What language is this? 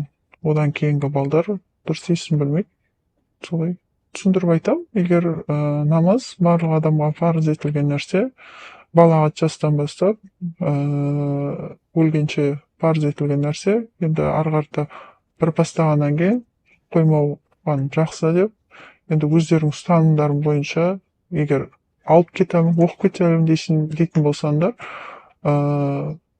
Kazakh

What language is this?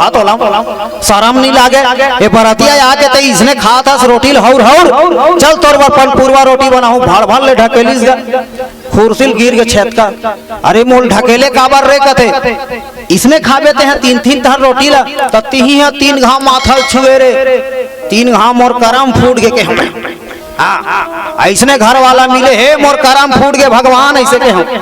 Chhattisgarhi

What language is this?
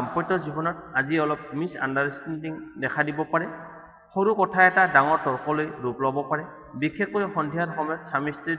Assamese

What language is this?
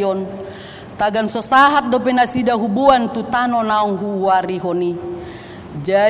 Batak Toba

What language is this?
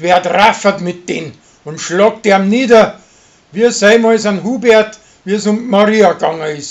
Bavarian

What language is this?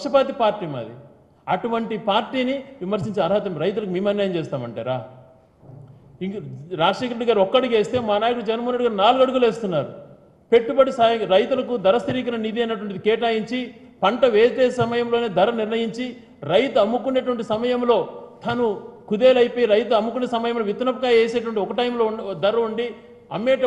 Telugu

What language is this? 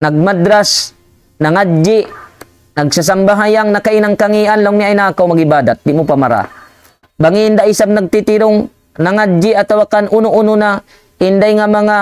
Tausug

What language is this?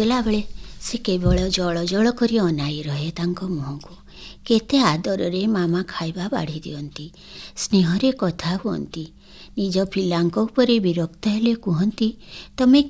Odia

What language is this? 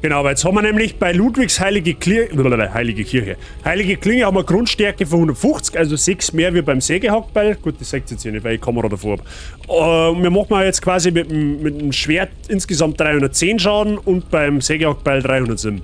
Bavarian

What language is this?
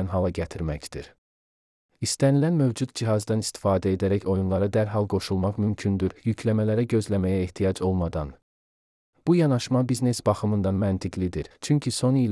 Azerbaijani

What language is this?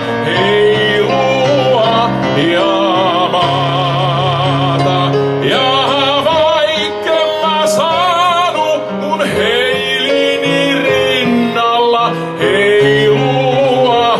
Finnish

